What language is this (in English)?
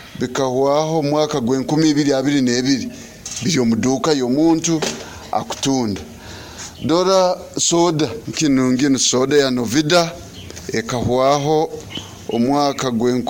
Nyoro